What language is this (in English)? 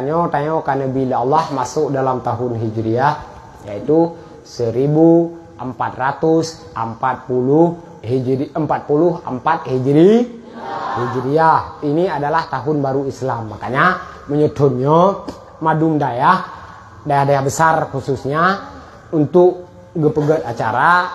Achinese